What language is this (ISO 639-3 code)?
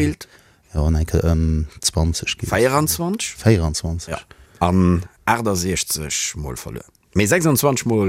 ltz